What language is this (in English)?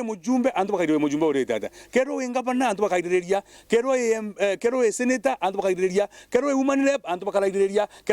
Meru